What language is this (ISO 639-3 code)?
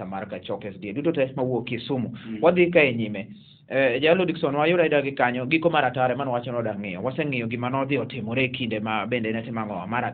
luo